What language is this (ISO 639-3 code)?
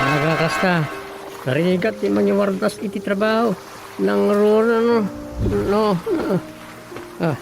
ilo